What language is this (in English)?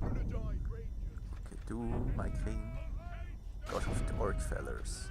Swiss German